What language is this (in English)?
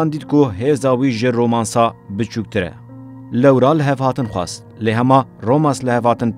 Kurdish